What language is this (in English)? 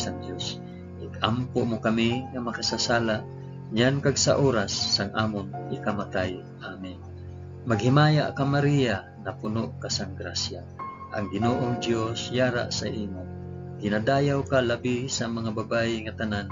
Hiligaynon